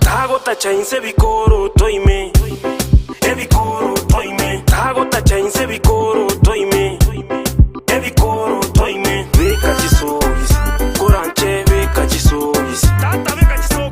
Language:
Gusii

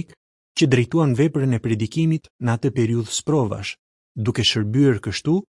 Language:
Albanian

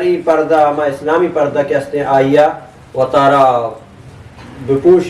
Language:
Eastern Balochi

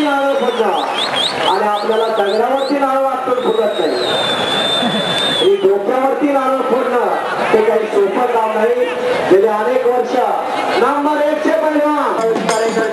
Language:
Marathi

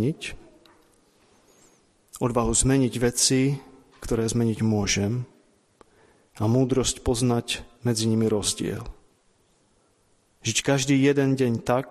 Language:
Slovak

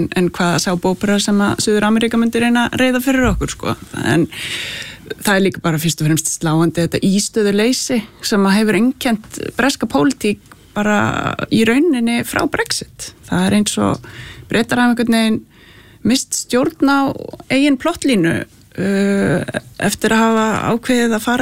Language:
Icelandic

